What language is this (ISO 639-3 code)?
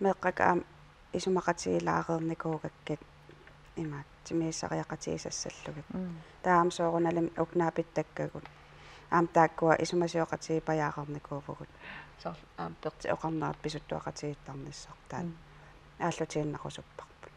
kal